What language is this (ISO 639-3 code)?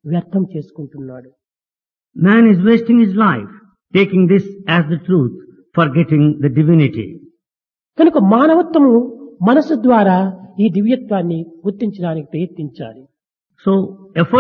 tel